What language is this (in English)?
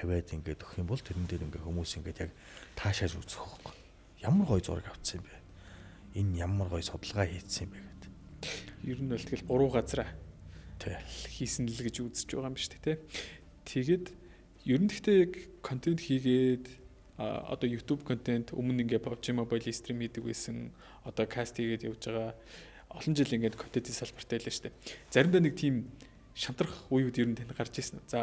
Mongolian